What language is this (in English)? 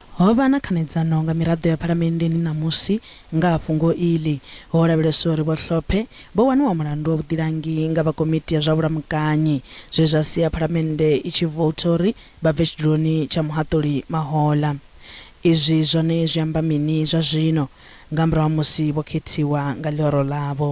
Venda